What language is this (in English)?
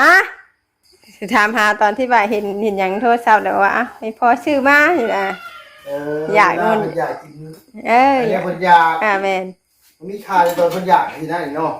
Northeastern Thai